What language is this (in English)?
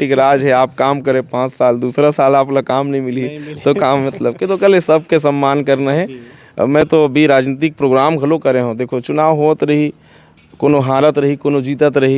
Chhattisgarhi